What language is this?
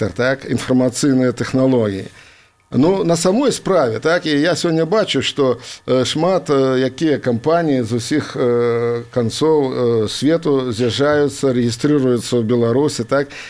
Belarusian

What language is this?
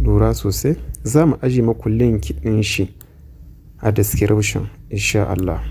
Hausa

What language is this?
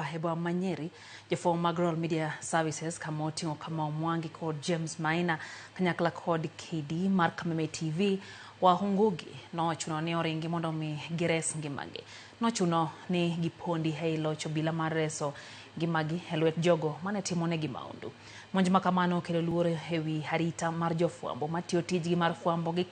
Luo (Kenya and Tanzania)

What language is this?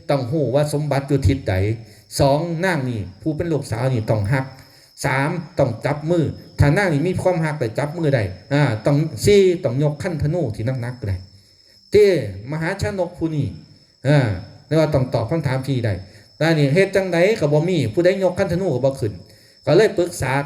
Northeastern Thai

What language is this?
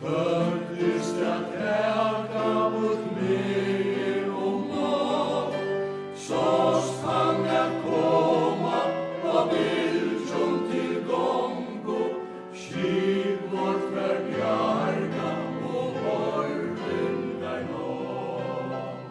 Faroese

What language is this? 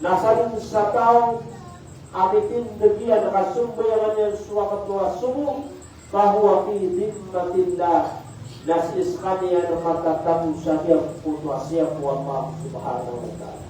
Maranao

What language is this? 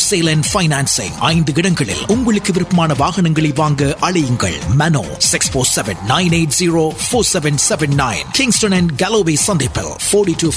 Tamil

